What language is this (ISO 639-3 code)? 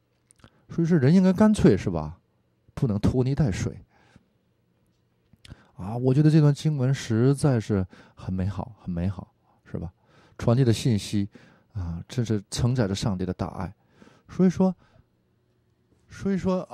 zho